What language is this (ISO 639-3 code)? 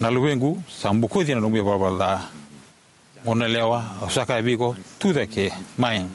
fij